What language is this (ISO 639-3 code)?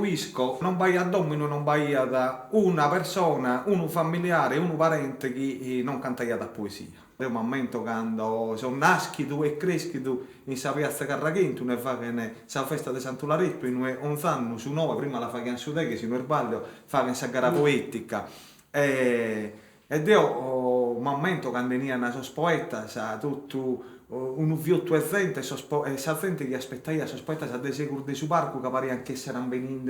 srd